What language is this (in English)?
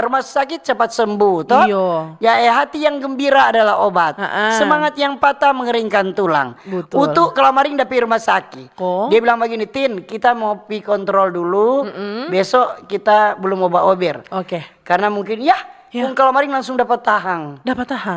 Manado Malay